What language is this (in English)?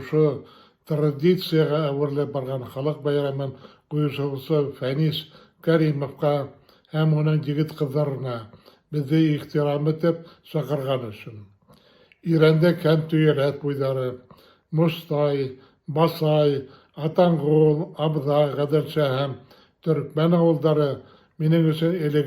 Bashkir